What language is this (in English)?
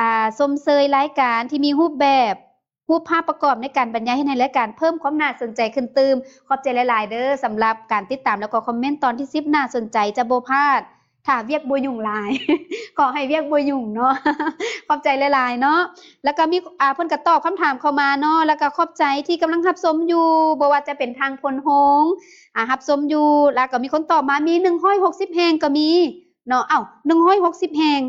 Lao